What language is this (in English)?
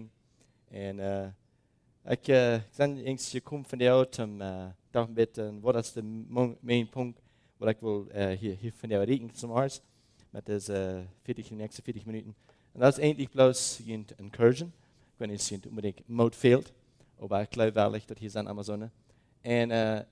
Plautdietsch